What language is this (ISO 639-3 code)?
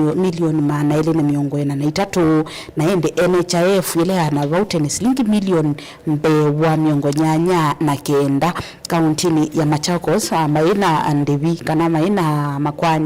kam